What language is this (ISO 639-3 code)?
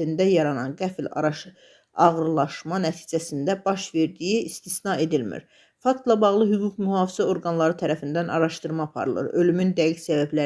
aze